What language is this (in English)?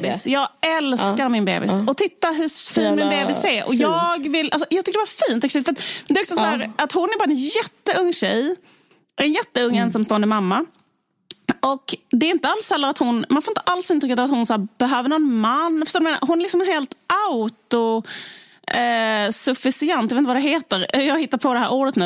Swedish